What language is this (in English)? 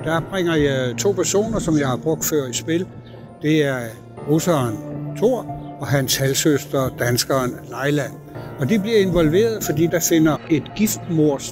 Danish